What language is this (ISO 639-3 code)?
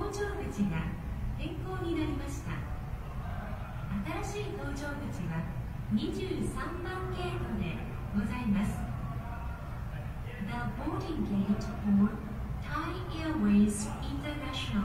jpn